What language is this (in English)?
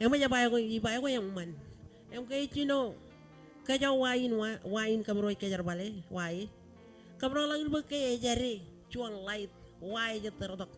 Marshallese